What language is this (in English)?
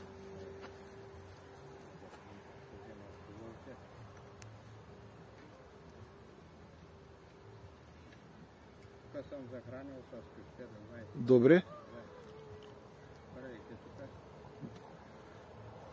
Bulgarian